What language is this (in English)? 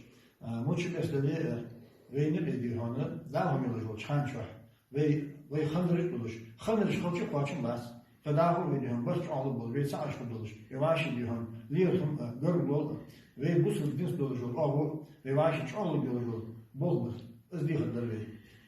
Chechen